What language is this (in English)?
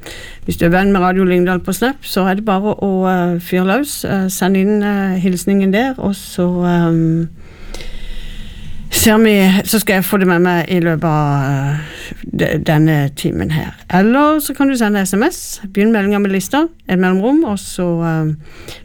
Norwegian